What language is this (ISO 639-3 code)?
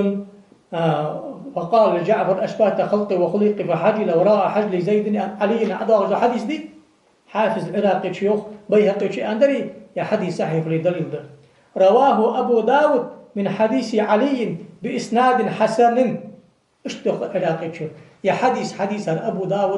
inh